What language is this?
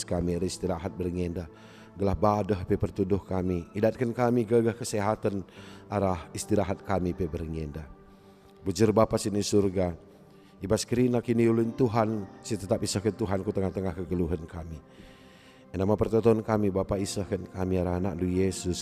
Batak Karo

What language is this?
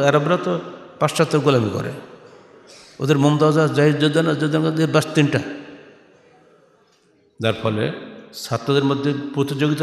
Bangla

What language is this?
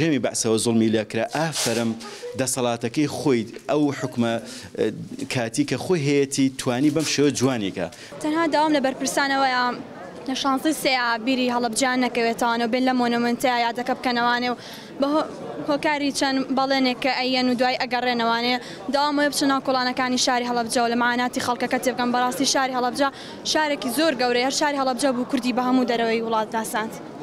Central Kurdish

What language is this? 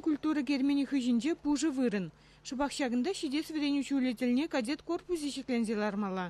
Chuvash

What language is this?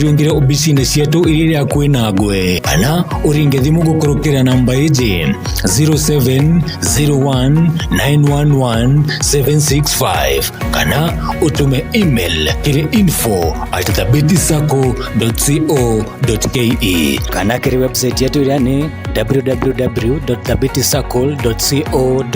Meru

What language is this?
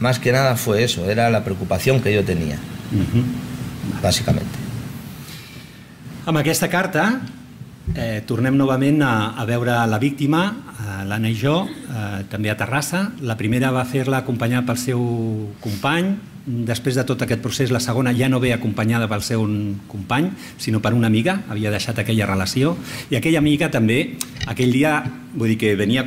Catalan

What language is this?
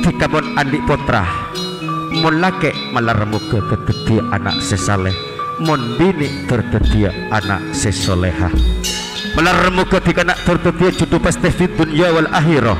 Madurese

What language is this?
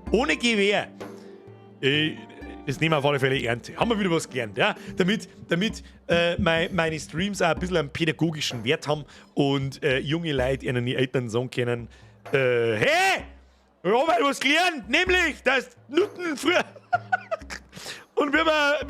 Bavarian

